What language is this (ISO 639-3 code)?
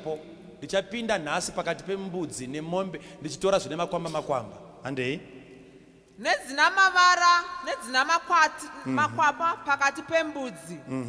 sna